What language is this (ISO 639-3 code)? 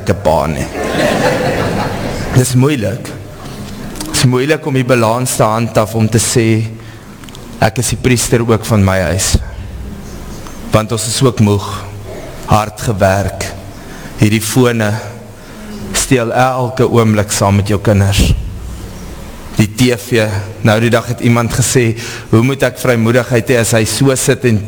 afr